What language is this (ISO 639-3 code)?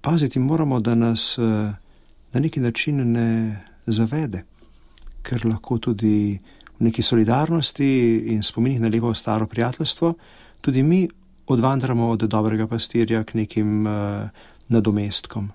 slv